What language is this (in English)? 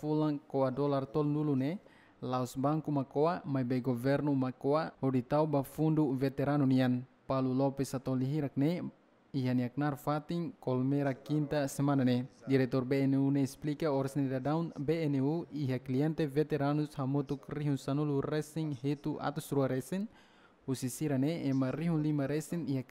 Tetum